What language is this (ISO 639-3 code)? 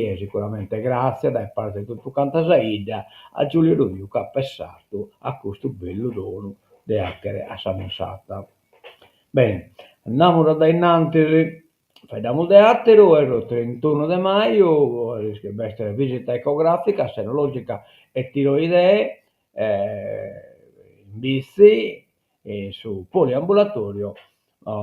srd